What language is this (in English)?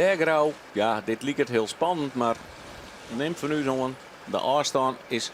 Western Frisian